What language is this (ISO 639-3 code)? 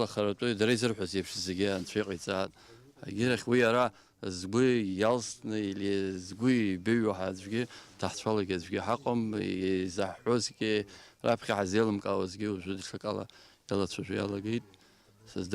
abk